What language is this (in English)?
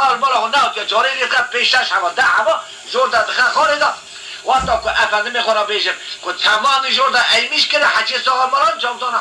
Kurdish